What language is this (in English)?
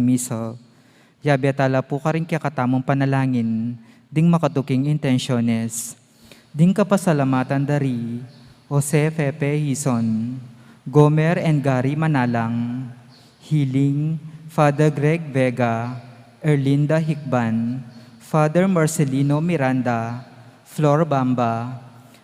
Pampanga